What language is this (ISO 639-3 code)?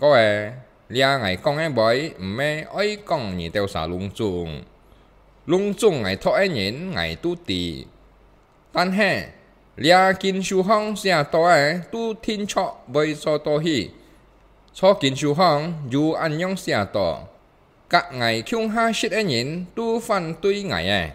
hak